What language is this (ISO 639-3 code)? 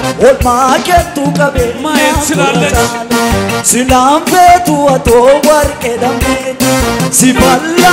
orm